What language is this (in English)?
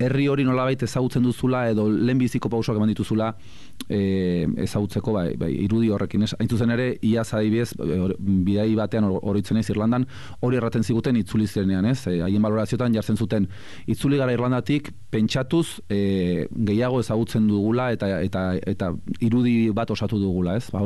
Basque